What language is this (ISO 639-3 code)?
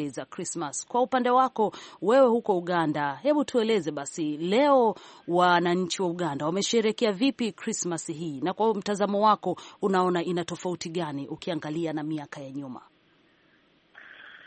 swa